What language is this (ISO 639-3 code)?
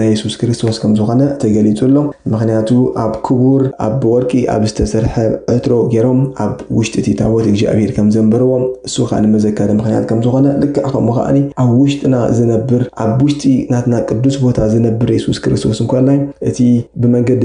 tir